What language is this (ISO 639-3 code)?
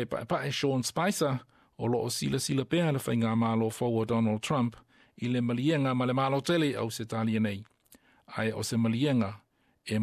smo